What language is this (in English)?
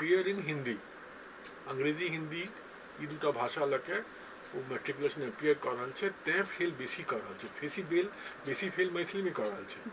Maithili